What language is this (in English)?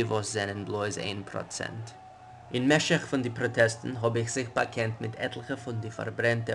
Yiddish